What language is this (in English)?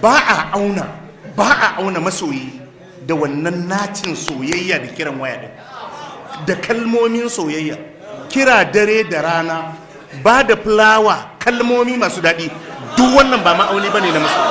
Hausa